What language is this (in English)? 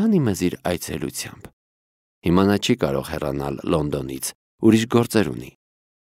Armenian